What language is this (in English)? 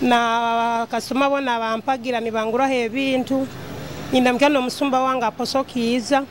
Nyoro